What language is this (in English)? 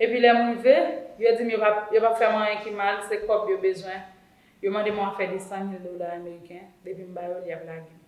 Haitian Creole